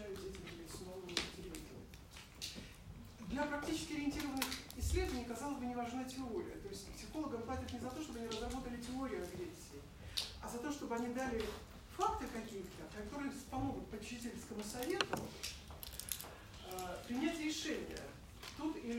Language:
Russian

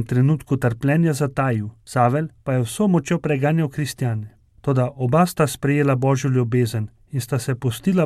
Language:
Slovenian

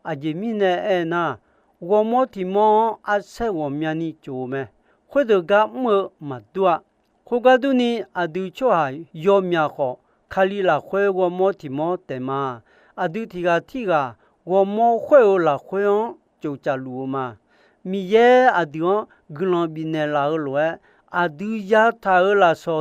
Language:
Akha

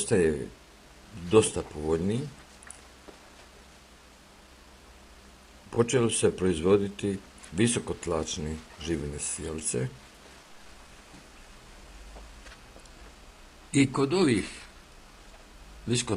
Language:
Bosnian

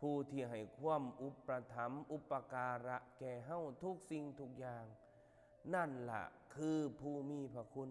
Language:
Northeastern Thai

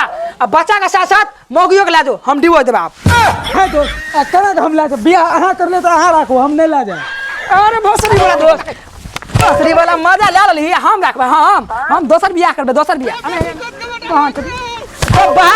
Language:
Maithili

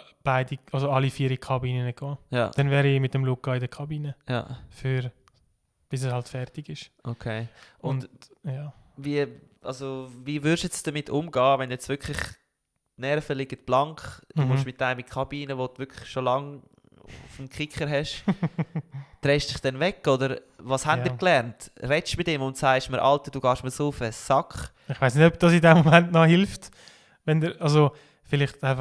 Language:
Swiss German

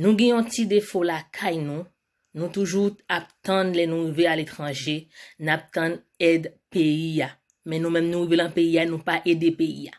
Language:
Haitian Creole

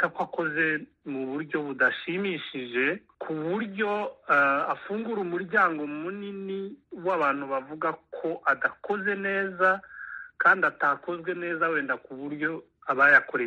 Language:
Kinyarwanda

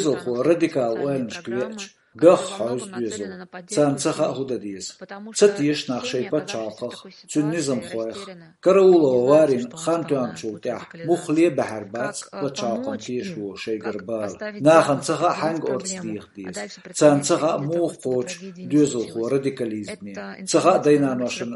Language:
Chechen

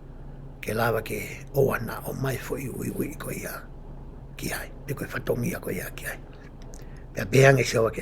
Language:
Tongan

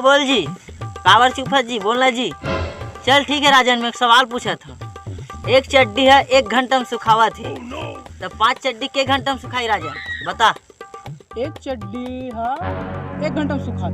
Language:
Chhattisgarhi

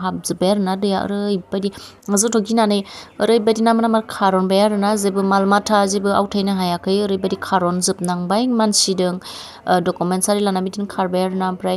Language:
Bodo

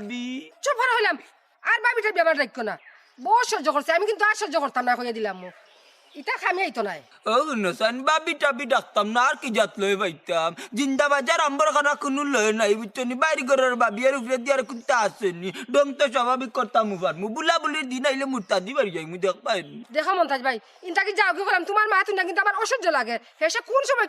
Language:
Sylheti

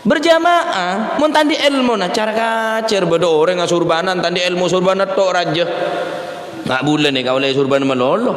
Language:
Madurese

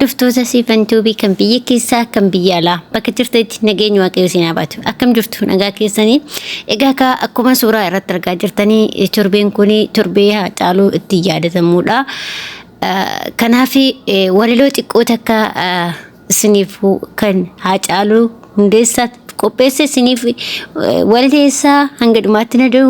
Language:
Oromo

